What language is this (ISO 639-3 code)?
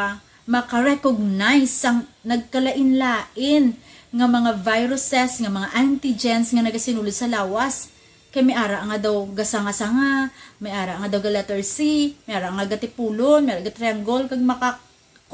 hil